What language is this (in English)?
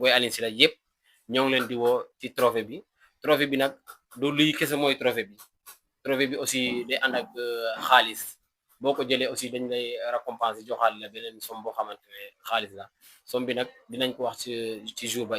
Wolof